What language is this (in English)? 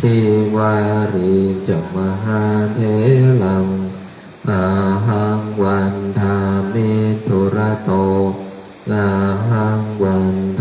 Pali